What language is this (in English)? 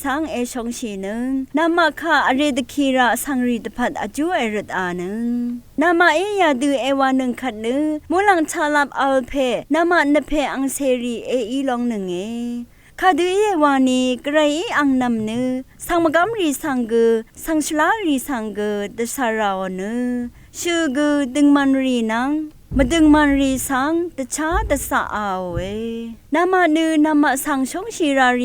Rawang